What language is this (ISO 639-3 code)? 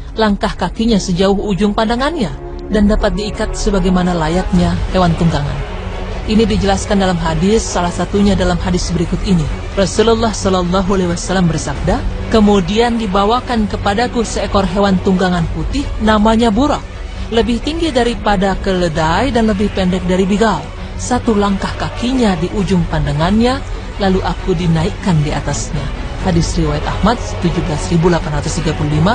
ind